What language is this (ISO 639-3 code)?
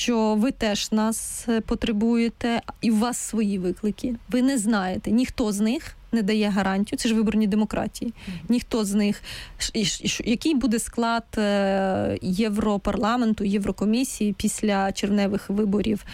ukr